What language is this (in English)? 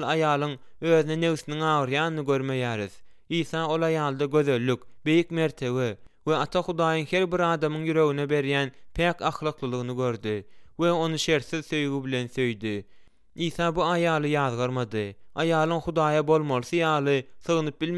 Turkmen